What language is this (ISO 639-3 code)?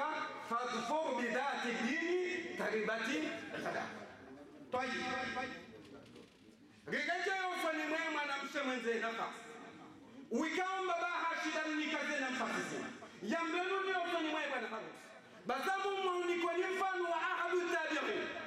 swa